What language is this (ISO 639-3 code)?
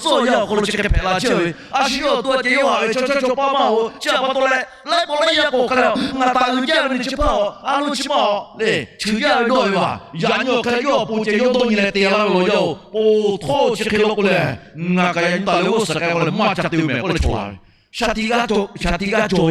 lhu